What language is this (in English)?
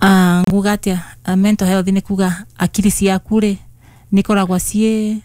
Kikuyu